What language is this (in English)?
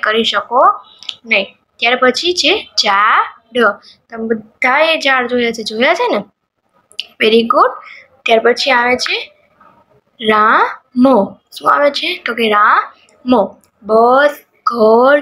Gujarati